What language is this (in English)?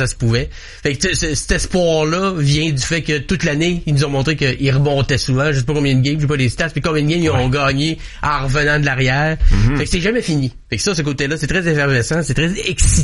French